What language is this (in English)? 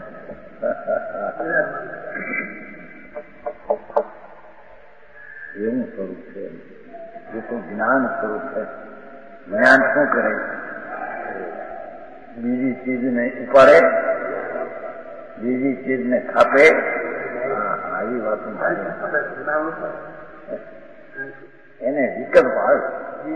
Gujarati